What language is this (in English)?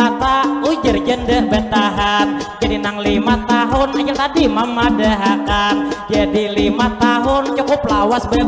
Banjar